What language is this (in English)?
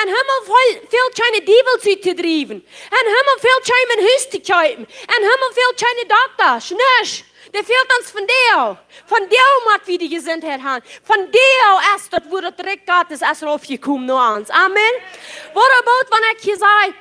Plautdietsch